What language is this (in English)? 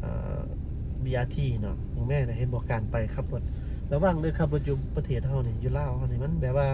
Lao